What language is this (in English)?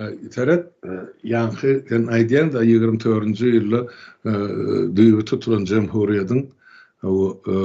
Turkmen